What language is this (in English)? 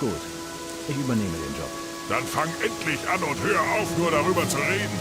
Bavarian